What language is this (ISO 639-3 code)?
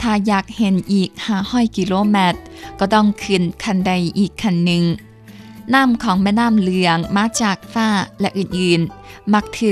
lao